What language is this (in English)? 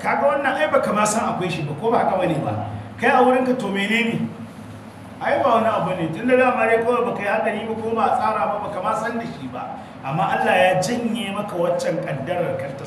Hausa